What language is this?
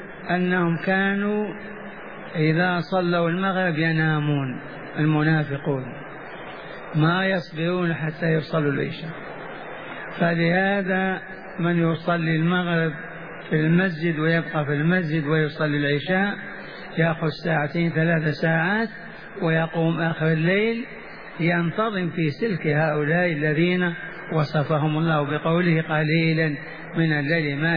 Arabic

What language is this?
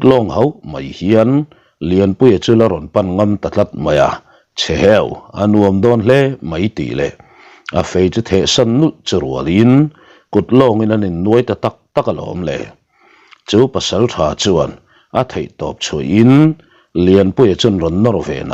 Mizo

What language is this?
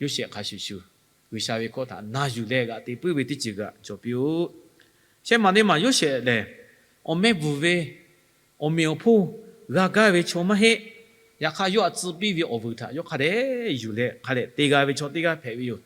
Lahu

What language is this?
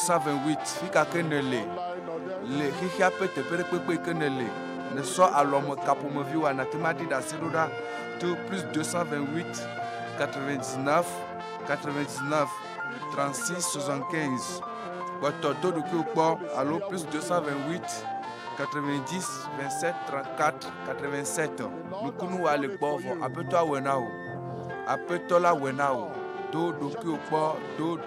Ewe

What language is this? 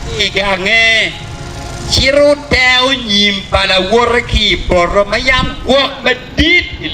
Acoli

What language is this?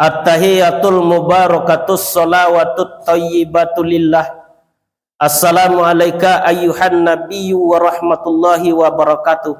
Minangkabau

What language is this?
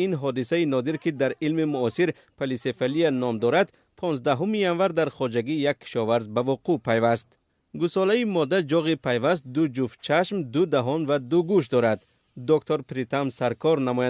Tajik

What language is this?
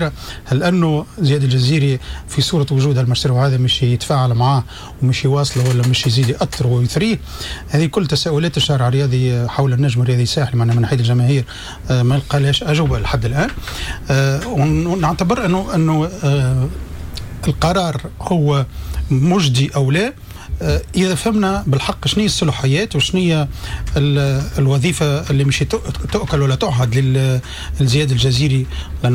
Tunisian Arabic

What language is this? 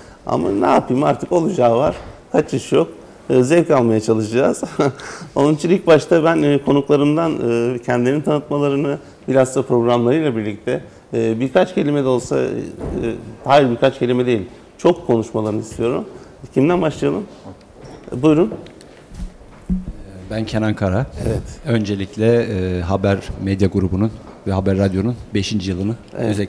Turkish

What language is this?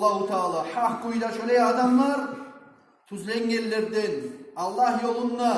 Kumyk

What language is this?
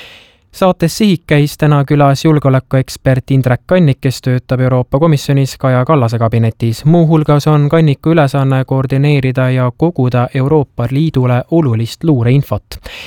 Estonian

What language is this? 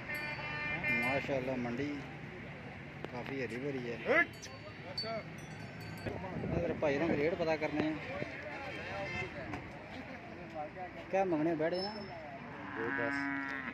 Hindi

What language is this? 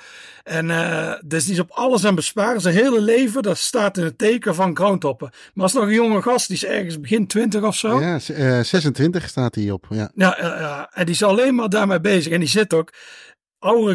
Dutch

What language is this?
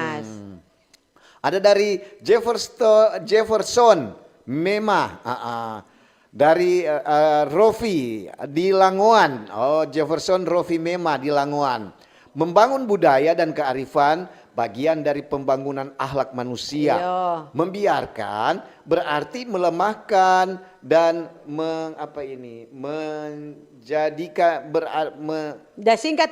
Manado Malay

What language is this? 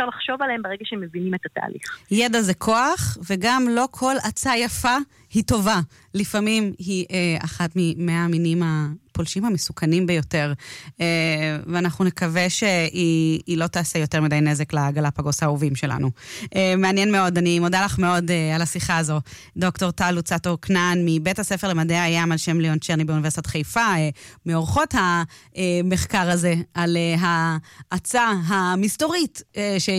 Hebrew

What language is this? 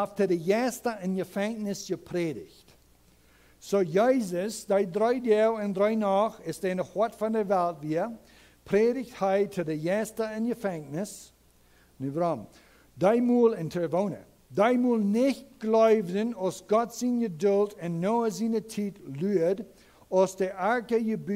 Plautdietsch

